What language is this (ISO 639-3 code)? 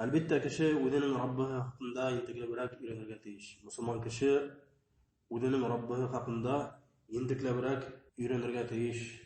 bak